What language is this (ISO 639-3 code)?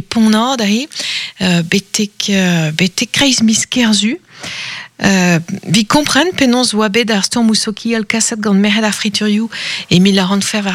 bre